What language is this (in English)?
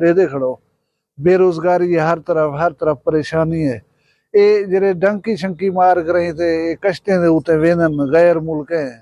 Saraiki